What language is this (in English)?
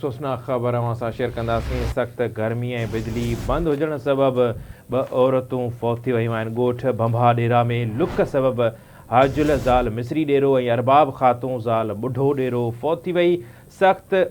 Sindhi